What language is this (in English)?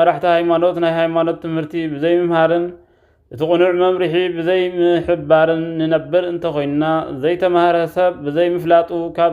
Tigrinya